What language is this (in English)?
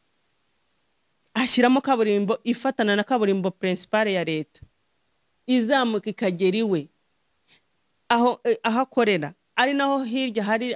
Kinyarwanda